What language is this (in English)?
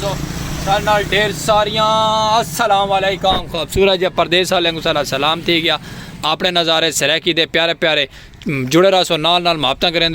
Saraiki